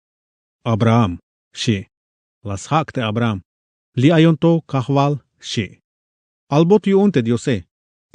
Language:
Tzeltal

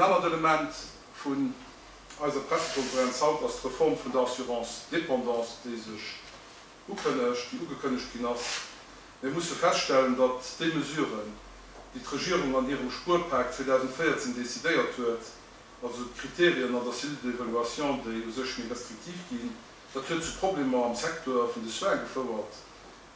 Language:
Luxembourgish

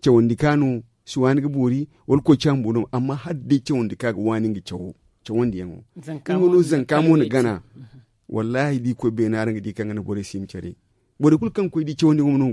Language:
Zarma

